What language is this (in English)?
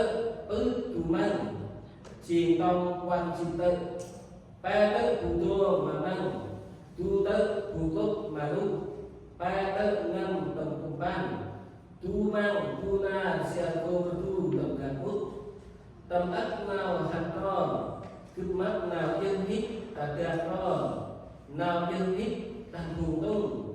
Central Mnong